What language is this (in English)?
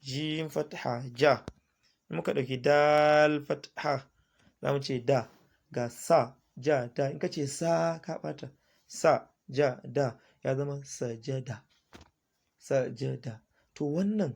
Hausa